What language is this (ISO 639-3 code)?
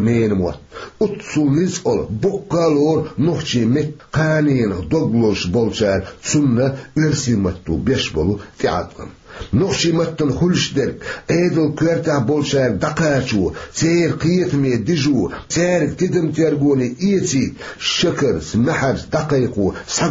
che